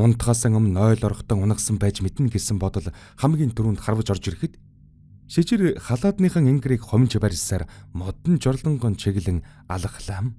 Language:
Mongolian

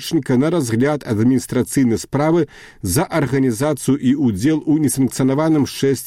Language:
Belarusian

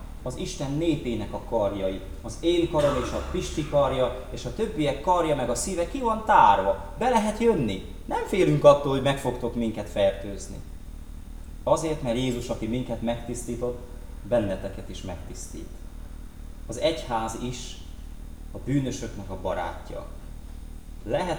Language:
Hungarian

